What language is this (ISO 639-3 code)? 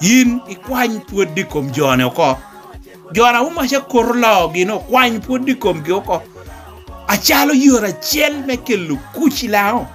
laj